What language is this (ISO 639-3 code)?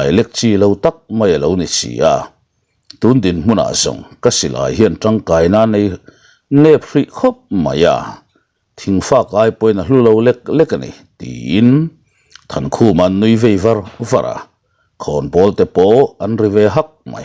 lus